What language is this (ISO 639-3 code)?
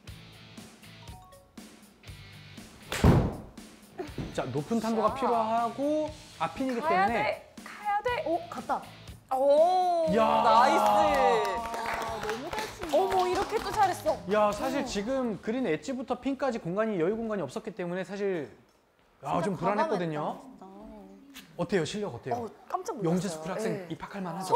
kor